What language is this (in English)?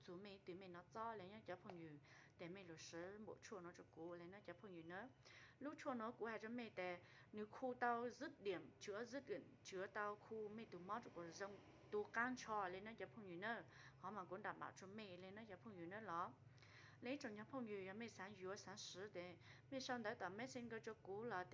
Hmong